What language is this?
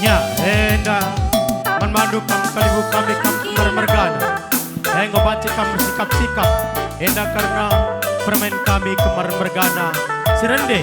Batak Karo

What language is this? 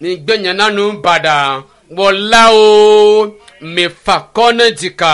Ewe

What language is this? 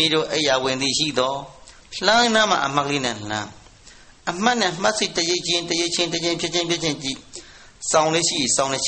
Burmese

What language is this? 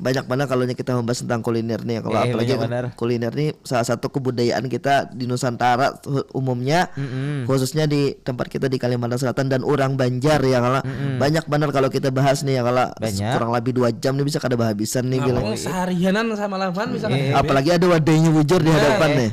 Banjar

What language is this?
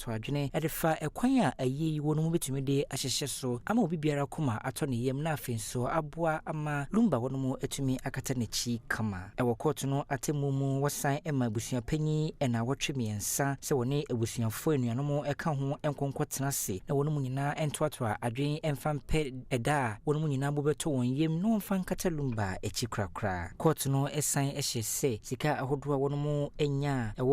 Akan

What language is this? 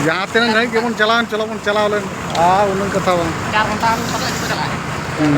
Santali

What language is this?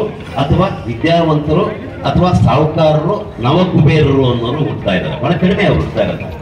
Kannada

